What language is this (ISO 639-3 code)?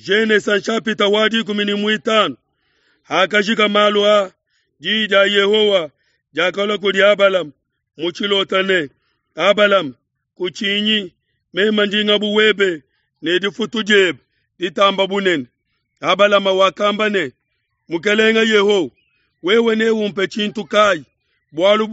lua